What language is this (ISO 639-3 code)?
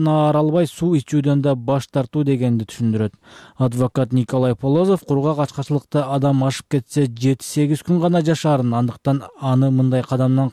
kir